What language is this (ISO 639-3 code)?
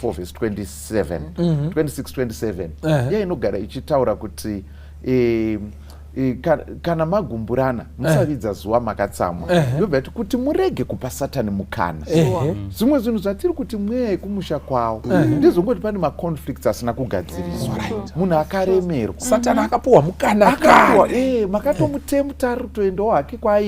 sna